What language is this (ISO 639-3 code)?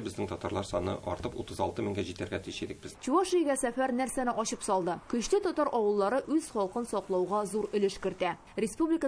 tat